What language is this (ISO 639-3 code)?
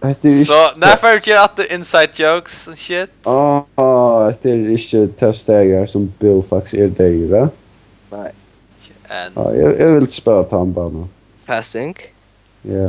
fao